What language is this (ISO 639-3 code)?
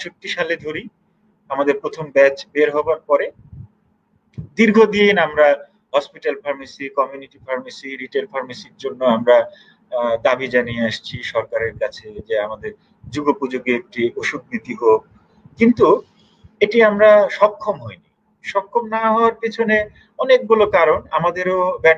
ben